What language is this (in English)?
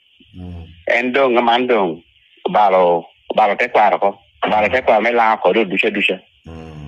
Lango (Uganda)